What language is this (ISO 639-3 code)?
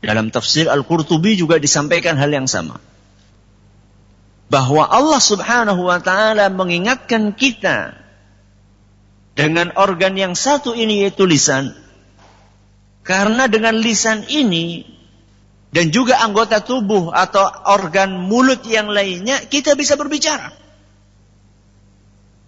ind